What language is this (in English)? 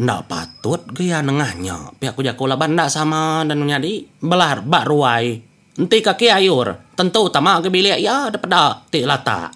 Iban